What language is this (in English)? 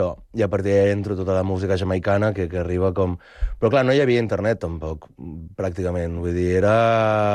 Catalan